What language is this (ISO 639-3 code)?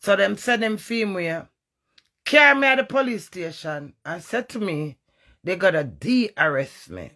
jam